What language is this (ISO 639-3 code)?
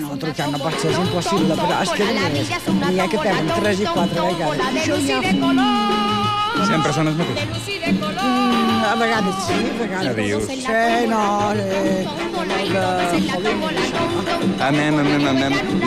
cat